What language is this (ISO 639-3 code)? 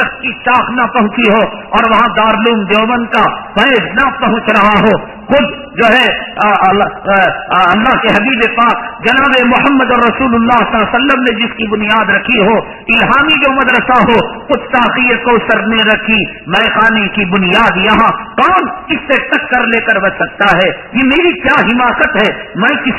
urd